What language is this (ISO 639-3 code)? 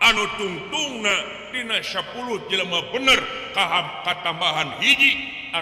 sun